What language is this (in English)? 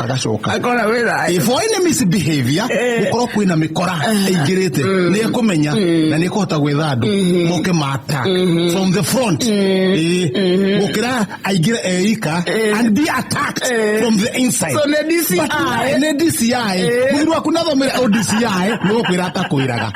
Kikuyu